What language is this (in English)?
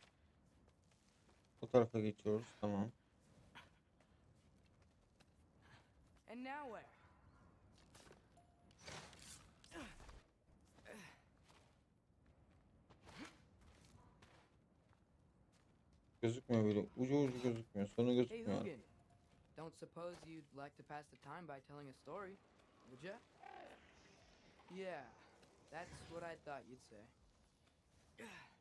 Turkish